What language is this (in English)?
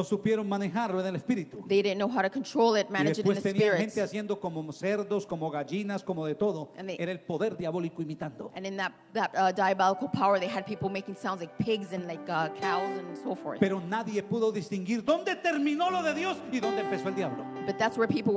Spanish